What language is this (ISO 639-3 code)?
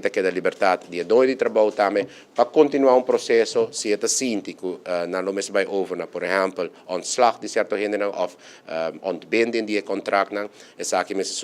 pap